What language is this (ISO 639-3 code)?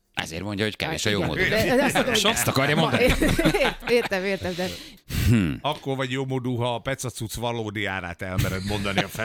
hun